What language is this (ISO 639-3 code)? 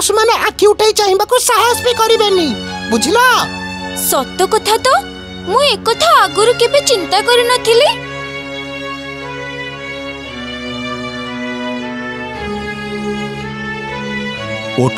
ori